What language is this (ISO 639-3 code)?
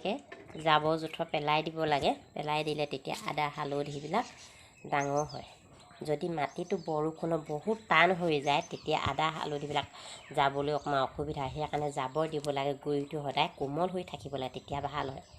asm